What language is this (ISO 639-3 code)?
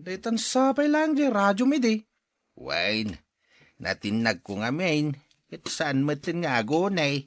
ilo